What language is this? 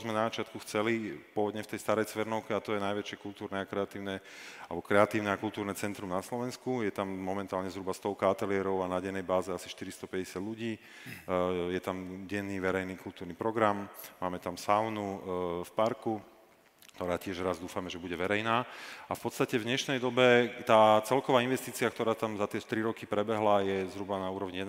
Slovak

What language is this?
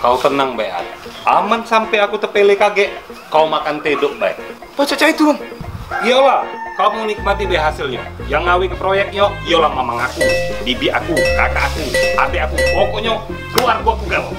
Musi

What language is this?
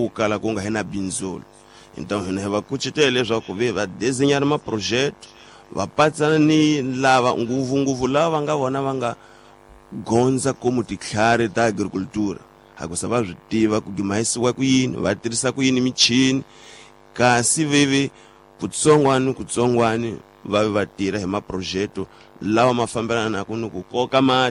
Tsonga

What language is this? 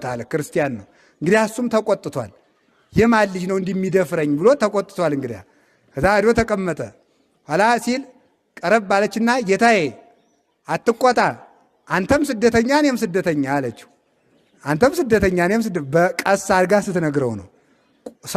Amharic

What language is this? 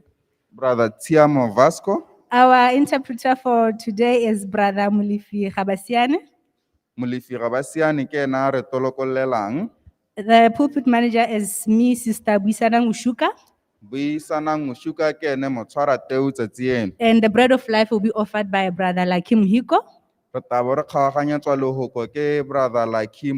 Tswana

